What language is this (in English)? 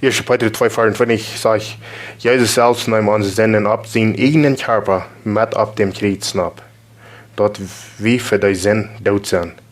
Plautdietsch